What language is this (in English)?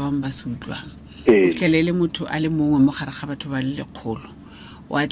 Tswana